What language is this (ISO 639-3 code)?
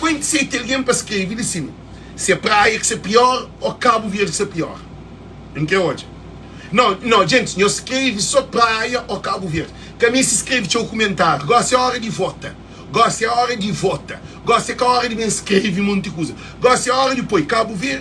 kea